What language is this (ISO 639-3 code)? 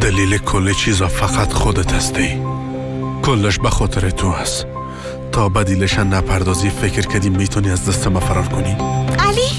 fas